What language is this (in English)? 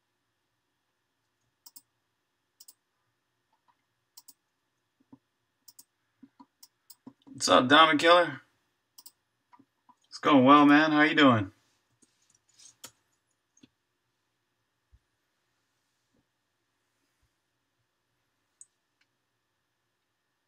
English